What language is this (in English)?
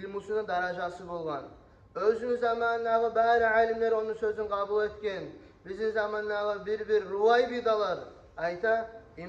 Kumyk